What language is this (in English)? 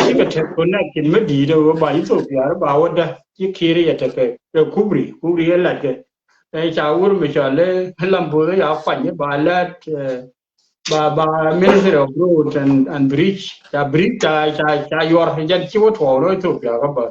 Nuer